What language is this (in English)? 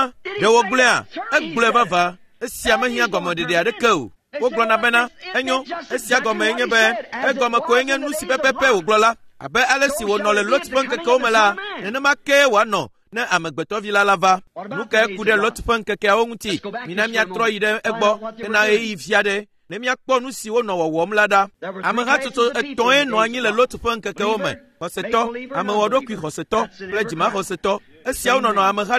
Ewe